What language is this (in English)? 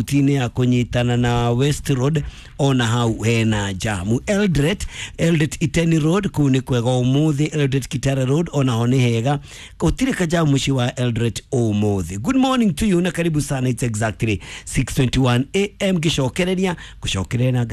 Kikuyu